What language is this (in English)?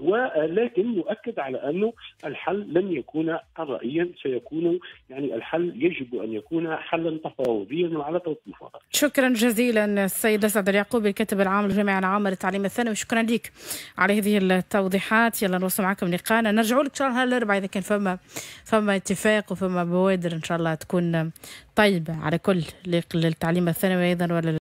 Tunisian Arabic